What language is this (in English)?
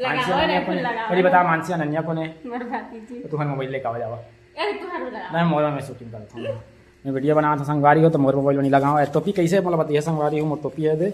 Chhattisgarhi